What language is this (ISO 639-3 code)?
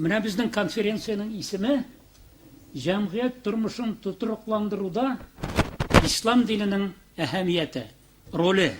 tat